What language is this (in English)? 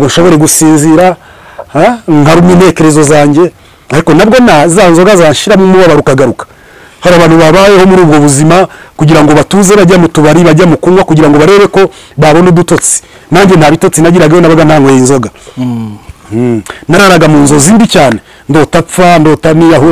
Kinyarwanda